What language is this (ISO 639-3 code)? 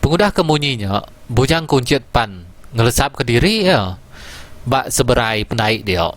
iba